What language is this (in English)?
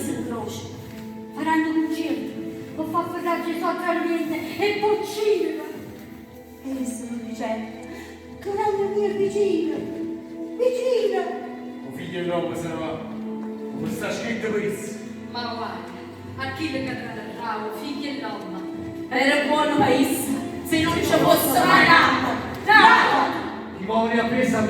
Neapolitan